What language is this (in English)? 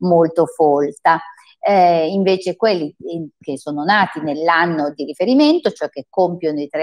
Italian